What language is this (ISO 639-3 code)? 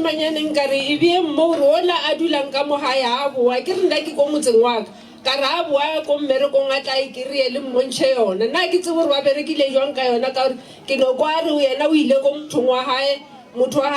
nso